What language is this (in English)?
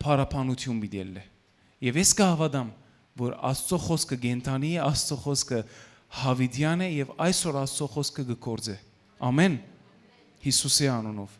Western Armenian